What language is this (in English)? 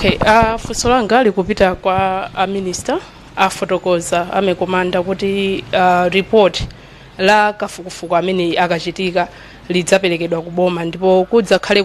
Nyanja